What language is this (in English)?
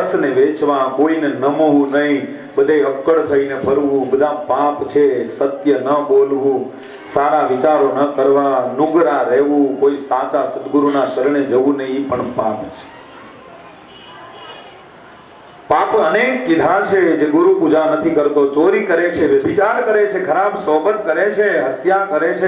Gujarati